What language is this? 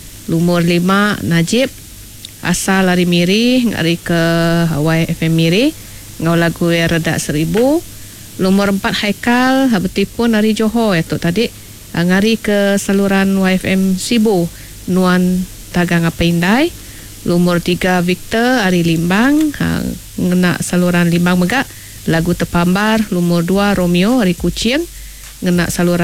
Iban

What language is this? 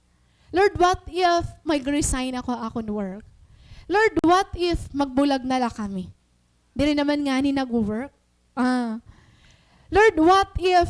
Waray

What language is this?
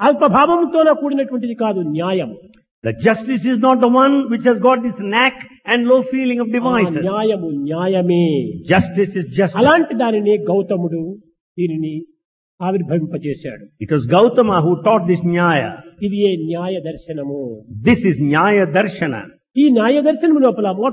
Telugu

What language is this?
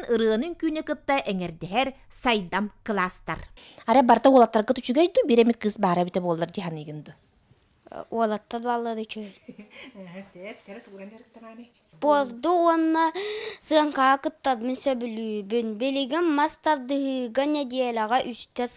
Yakut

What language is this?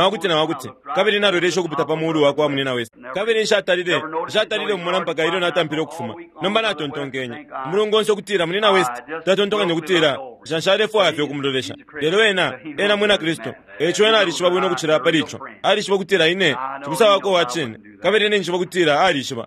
Bemba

